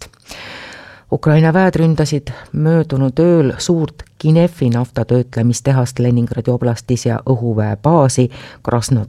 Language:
Estonian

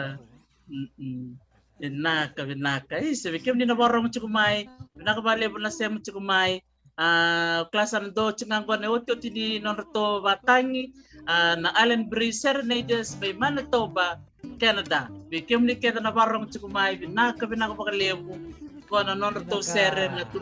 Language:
Fijian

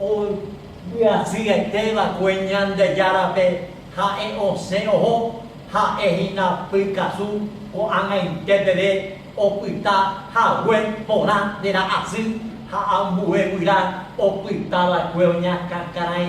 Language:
Guarani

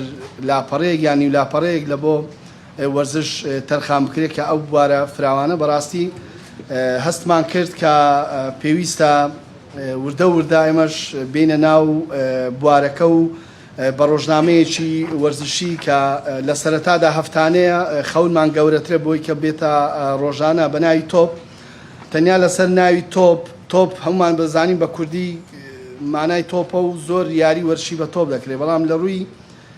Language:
Central Kurdish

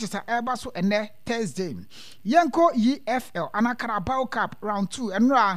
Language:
Akan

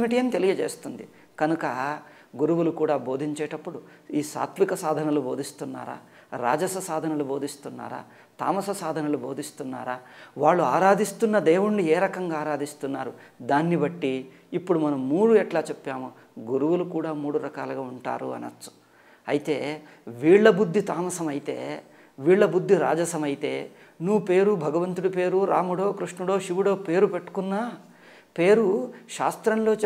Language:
Telugu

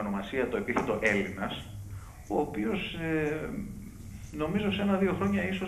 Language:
Greek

